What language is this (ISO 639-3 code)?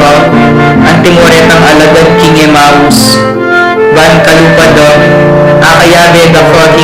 pam